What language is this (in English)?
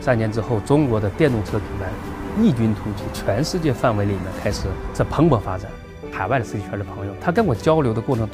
Chinese